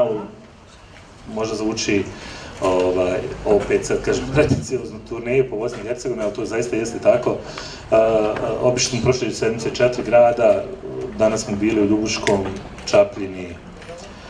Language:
Bosnian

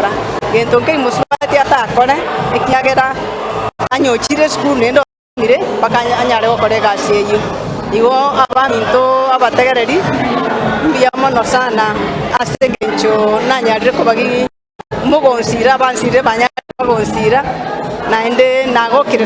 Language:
Gusii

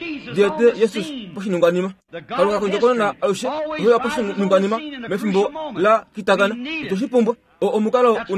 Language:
Kuanyama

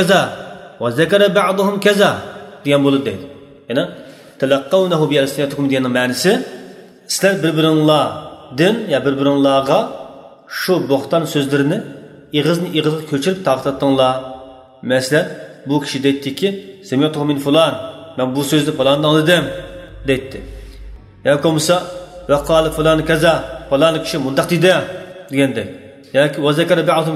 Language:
Uyghur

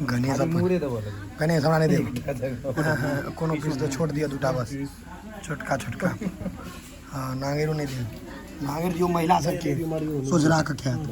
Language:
Maithili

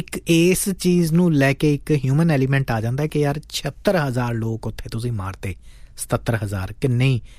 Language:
Punjabi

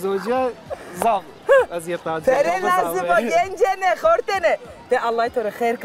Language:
Zaza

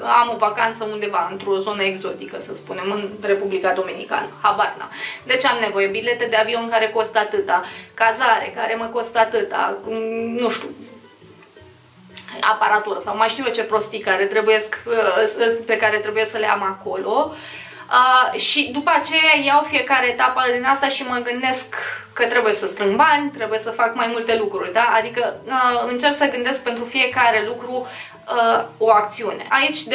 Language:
Romanian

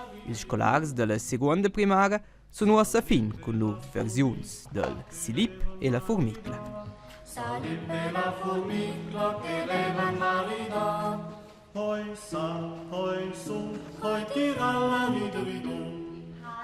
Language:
Romansh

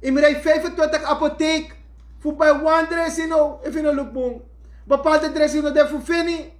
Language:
Sranan Tongo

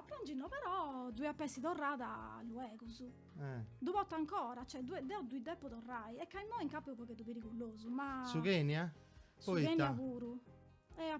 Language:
Sardinian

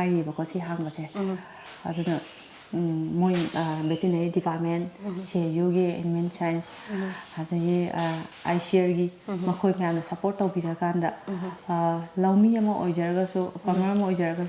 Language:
Manipuri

